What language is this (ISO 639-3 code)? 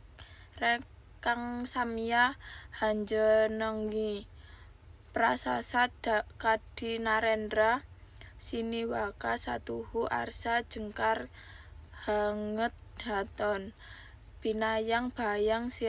jav